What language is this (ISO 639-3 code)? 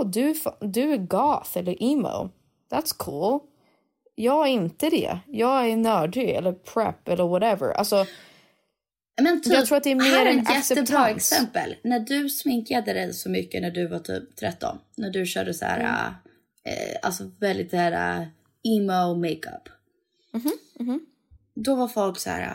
swe